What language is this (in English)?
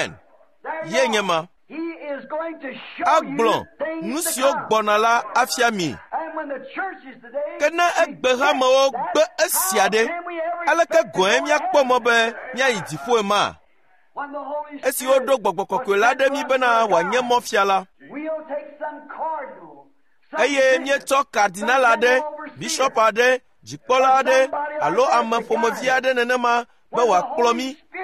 Ewe